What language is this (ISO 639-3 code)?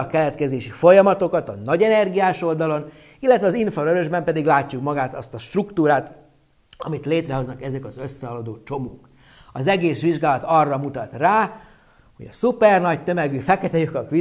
hun